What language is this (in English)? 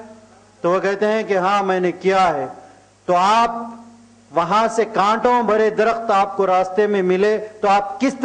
Urdu